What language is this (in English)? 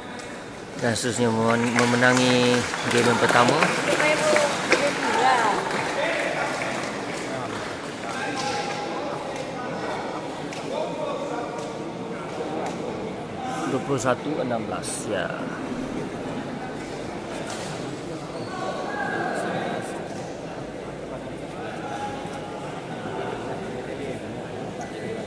Malay